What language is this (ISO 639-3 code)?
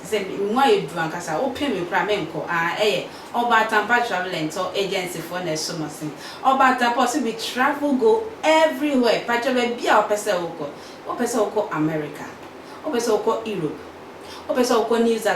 aka